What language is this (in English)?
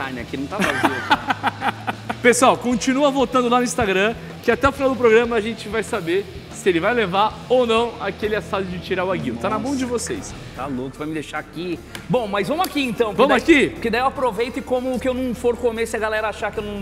Portuguese